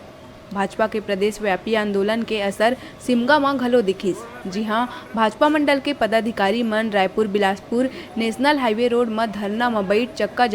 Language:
Chhattisgarhi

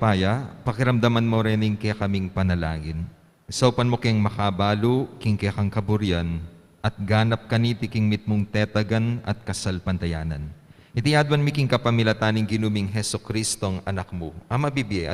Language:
Pampanga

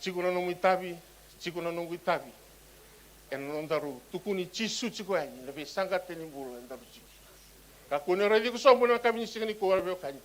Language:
Fijian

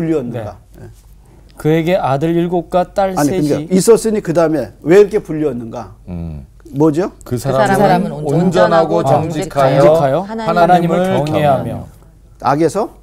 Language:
Korean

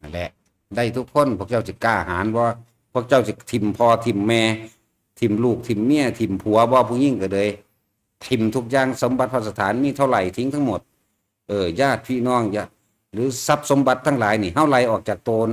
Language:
Northeastern Thai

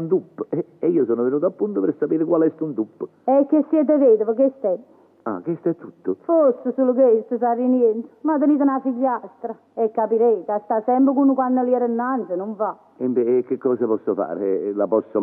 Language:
Neapolitan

